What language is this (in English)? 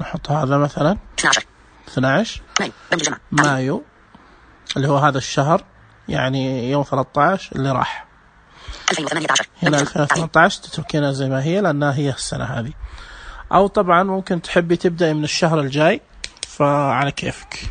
Najdi Arabic